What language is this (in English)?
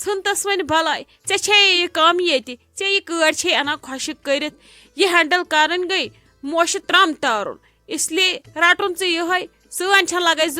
Kashmiri